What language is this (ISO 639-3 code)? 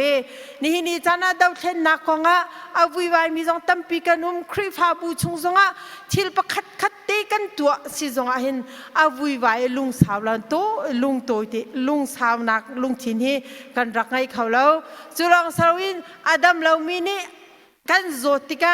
cnh